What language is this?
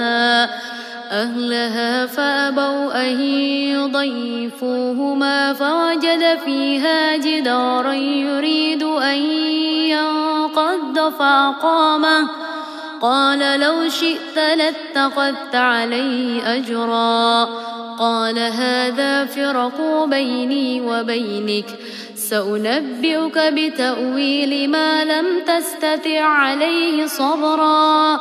Arabic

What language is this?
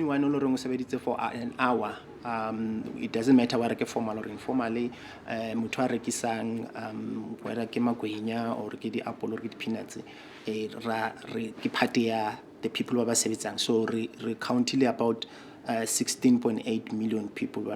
Southern Sotho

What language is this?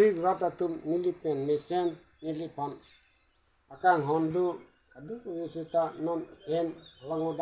Karbi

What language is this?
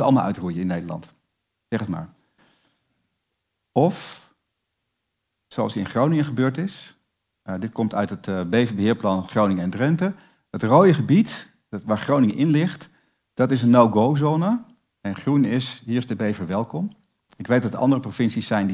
Dutch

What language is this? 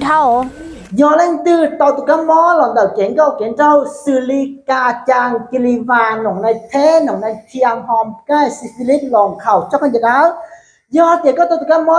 Hmong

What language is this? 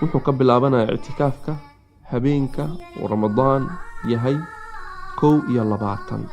Somali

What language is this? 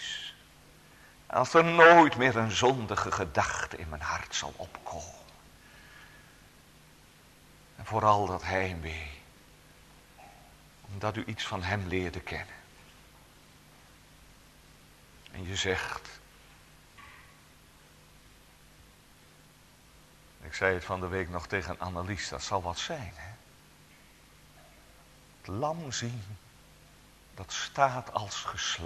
Dutch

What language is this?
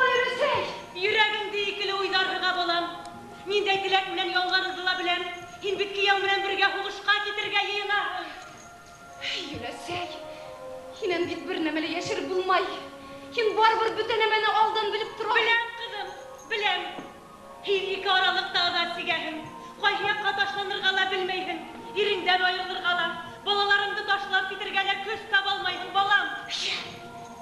Bashkir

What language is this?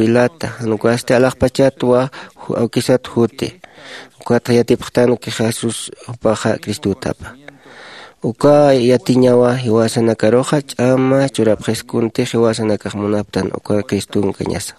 Aymara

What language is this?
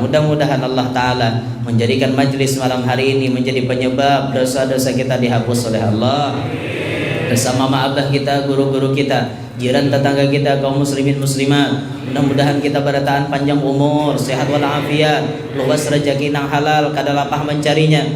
Banjar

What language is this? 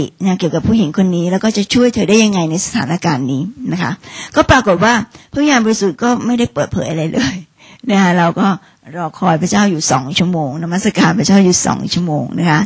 Thai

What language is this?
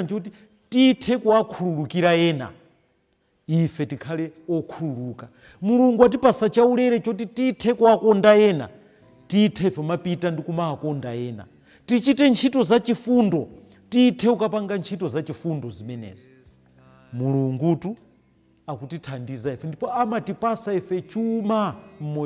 Nyanja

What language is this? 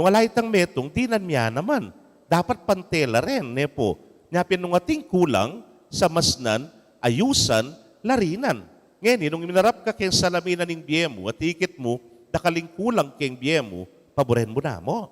Pampanga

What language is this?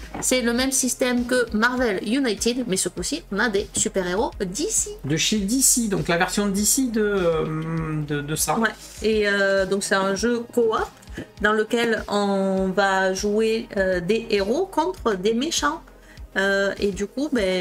French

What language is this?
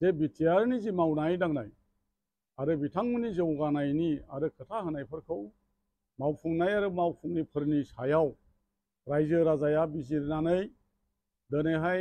Bodo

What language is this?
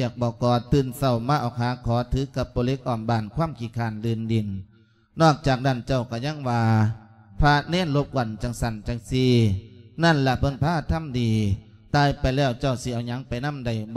Lao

